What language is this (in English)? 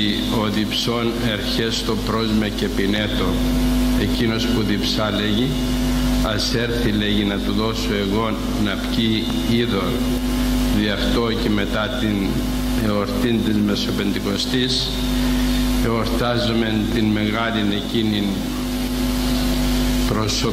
Greek